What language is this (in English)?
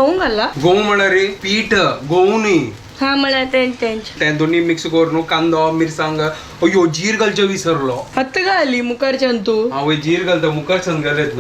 Konkani